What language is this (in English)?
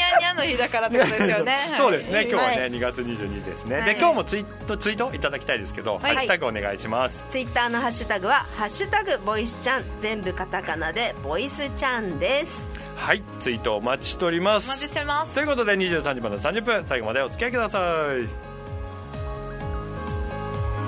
Japanese